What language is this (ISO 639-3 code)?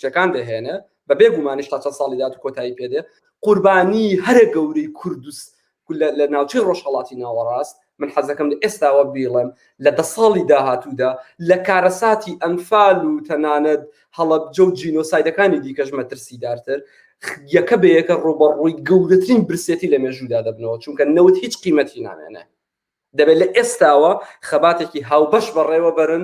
ckb